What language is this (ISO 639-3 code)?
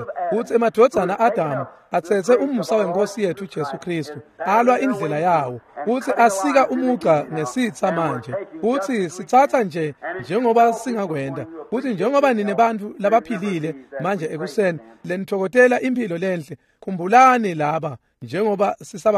ssw